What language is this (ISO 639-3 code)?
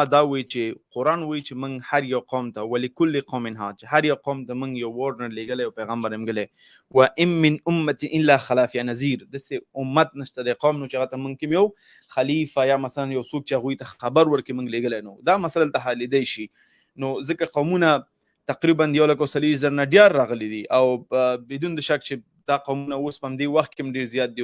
pus